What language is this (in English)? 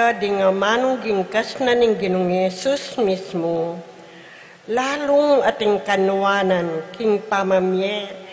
Pampanga